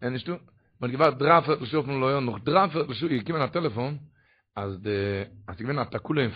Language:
Yiddish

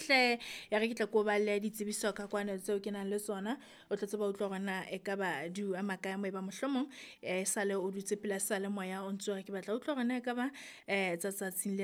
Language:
Southern Sotho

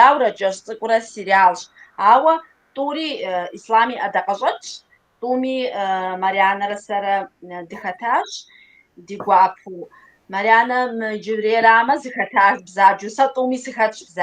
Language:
Kabardian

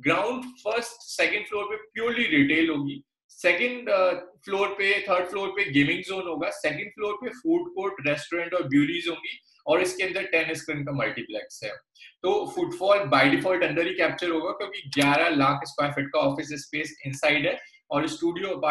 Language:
Hindi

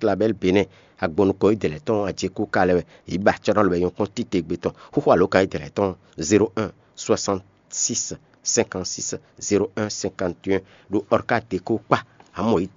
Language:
Fon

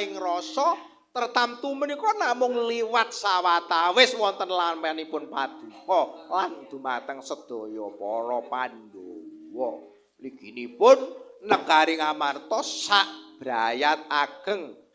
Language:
Javanese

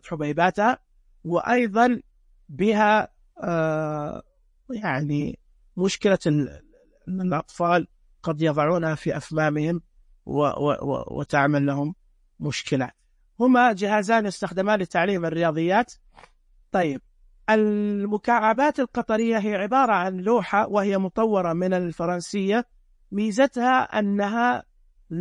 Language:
Najdi Arabic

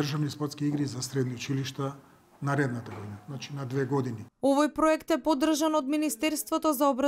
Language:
Macedonian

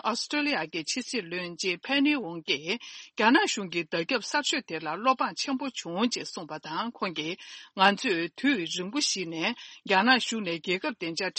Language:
Tibetan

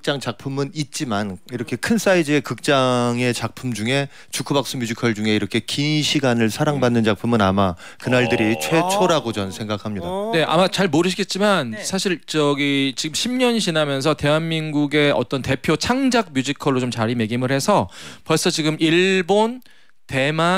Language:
Korean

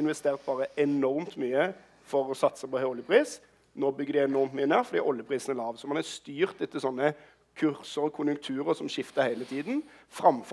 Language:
Norwegian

